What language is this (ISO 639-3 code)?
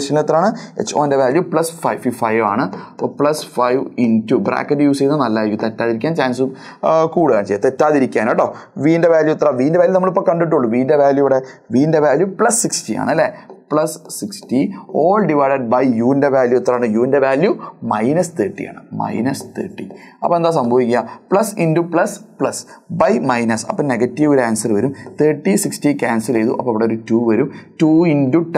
mal